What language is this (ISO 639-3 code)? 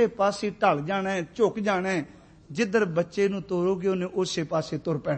pan